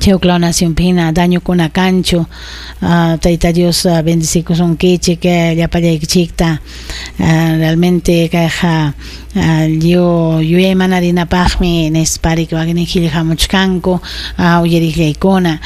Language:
Ayacucho Quechua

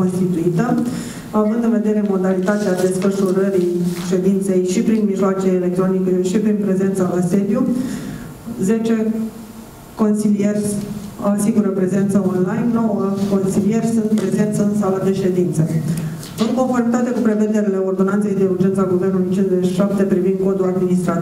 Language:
Romanian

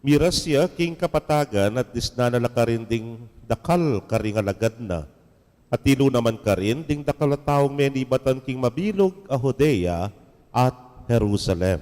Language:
Pampanga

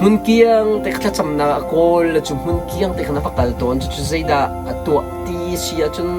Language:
Hakha Chin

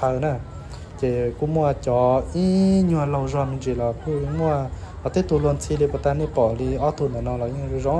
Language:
Hmong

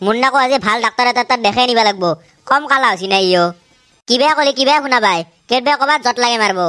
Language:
Assamese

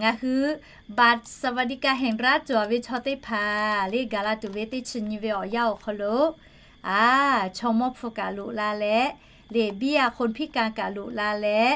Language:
Lahu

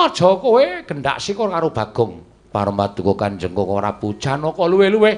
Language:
Javanese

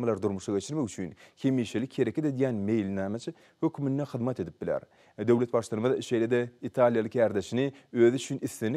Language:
Turkmen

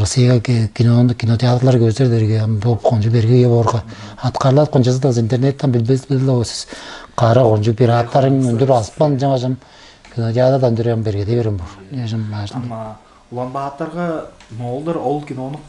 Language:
Tuvinian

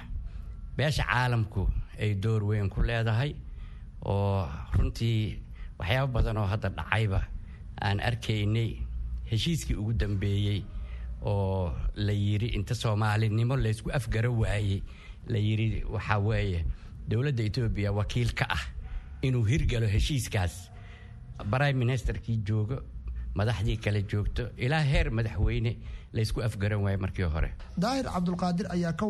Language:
Somali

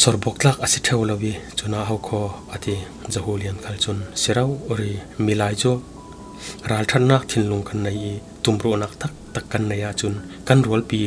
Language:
Falam Chin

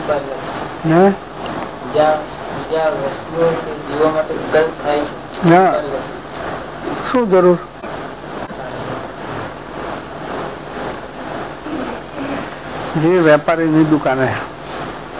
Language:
Gujarati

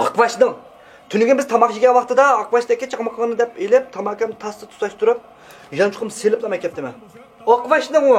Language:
Uyghur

